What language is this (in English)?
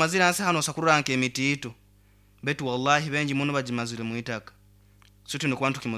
Nyoro